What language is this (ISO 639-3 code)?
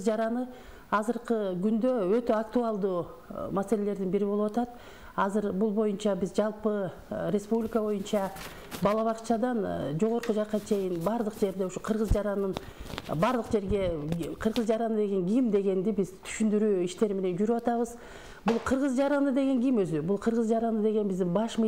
kir